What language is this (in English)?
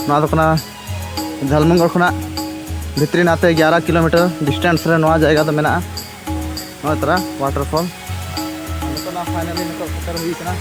Santali